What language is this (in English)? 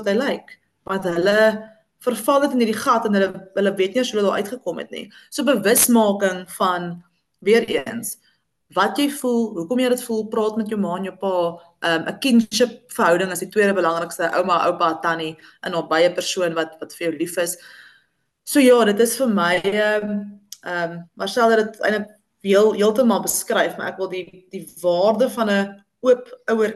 Afrikaans